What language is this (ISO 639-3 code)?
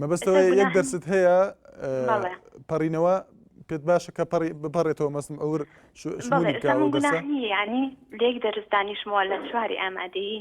ckb